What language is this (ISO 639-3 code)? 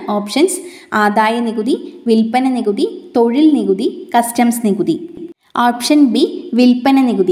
mal